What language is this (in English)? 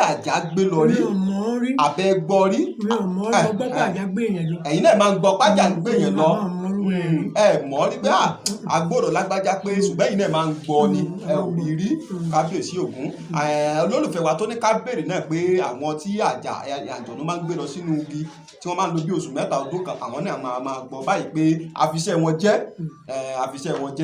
Yoruba